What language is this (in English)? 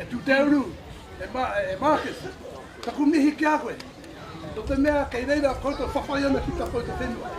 Māori